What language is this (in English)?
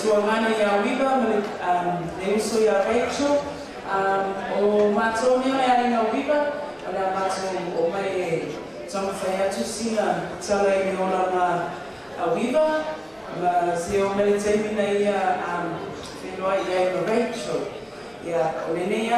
Samoan